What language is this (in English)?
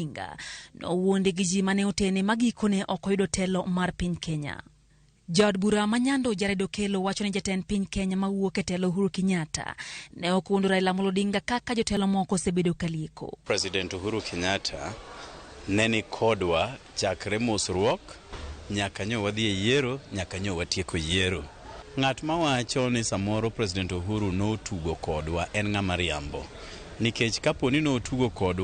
Luo (Kenya and Tanzania)